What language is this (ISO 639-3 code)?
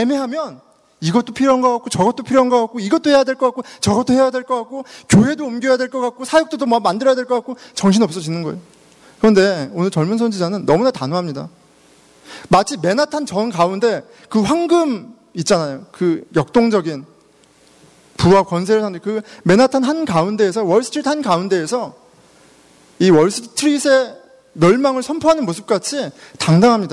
kor